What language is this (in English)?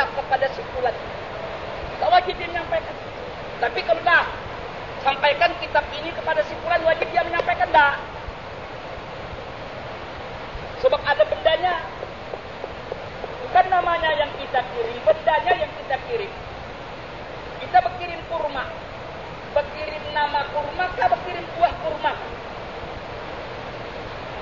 Indonesian